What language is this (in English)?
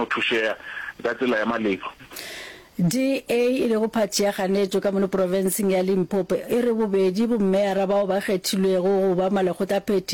Northern Sotho